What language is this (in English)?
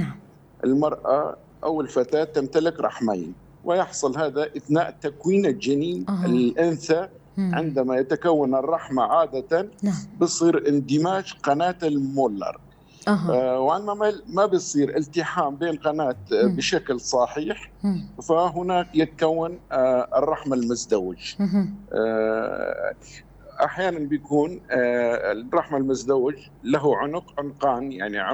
North Levantine Arabic